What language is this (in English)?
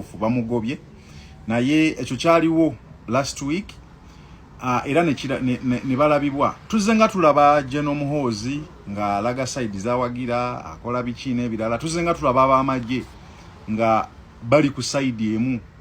Ganda